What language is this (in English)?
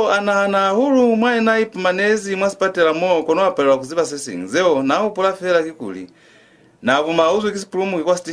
Lozi